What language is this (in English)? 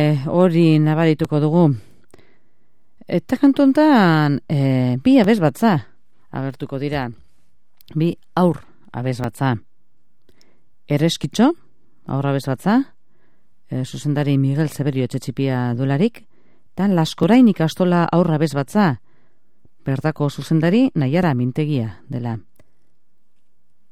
Basque